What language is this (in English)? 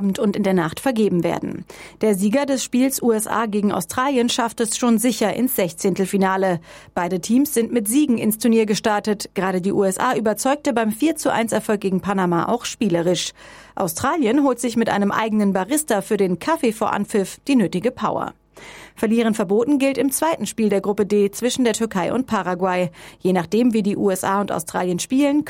German